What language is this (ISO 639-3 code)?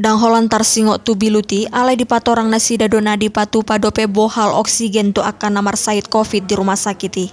bbc